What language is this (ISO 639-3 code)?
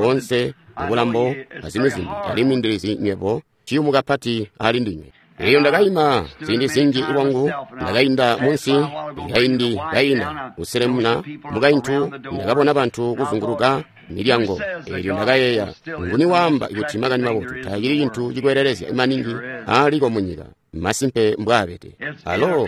toi